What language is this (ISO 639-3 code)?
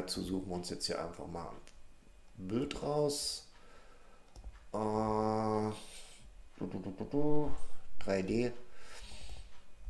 deu